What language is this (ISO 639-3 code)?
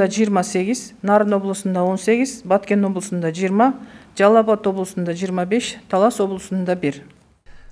kir